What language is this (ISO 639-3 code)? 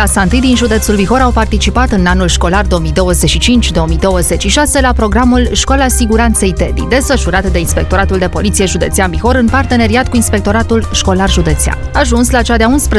ron